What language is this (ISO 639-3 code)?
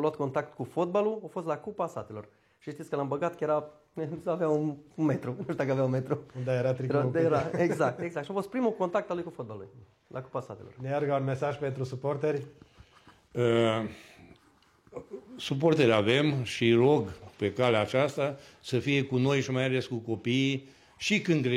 ron